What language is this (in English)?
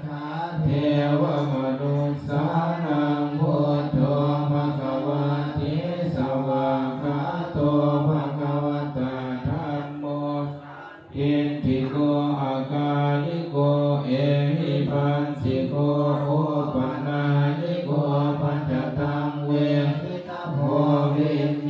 Pali